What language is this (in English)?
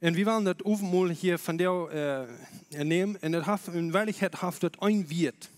Plautdietsch